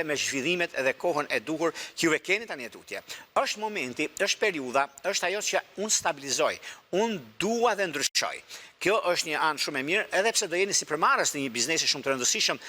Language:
Albanian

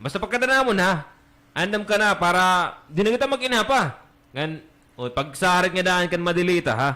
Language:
Waray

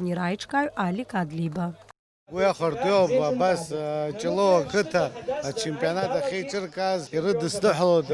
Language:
Abkhazian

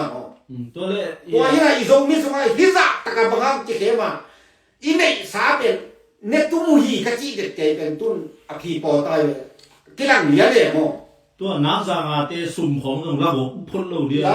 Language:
Tedim Chin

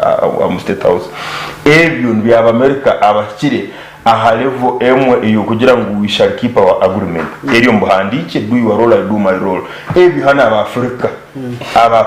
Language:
Nyankole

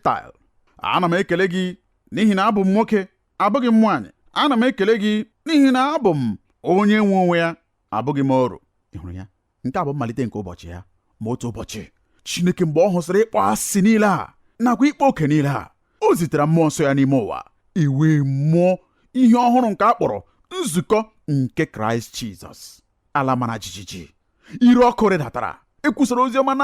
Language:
Igbo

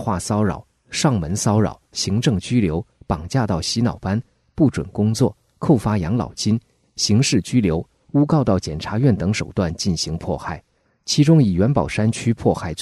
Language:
Chinese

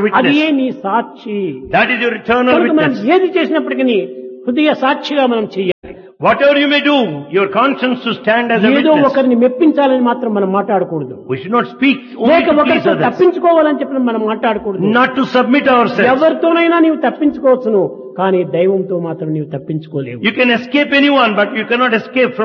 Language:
Telugu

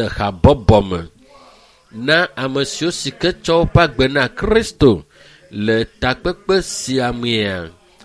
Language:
Ewe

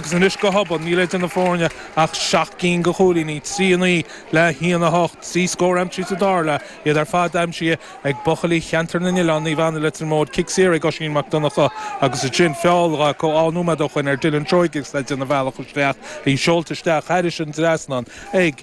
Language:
Irish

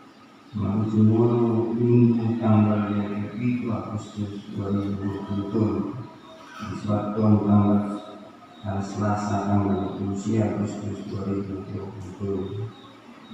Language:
Batak Toba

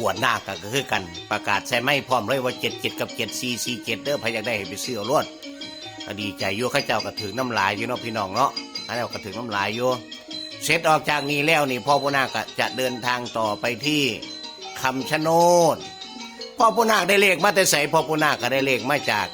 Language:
Northeastern Thai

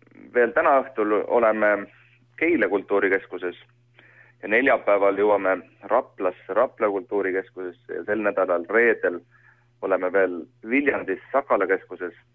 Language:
Estonian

